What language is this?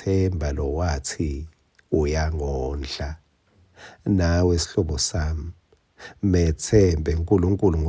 Swati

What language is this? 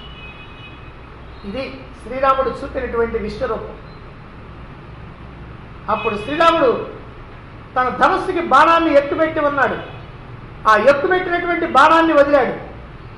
Telugu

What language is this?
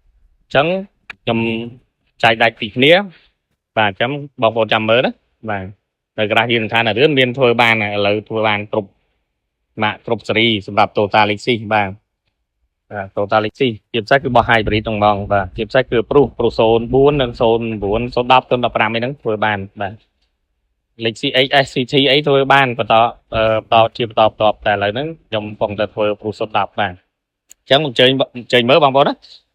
Khmer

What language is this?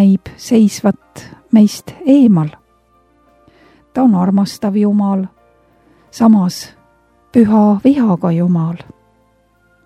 Estonian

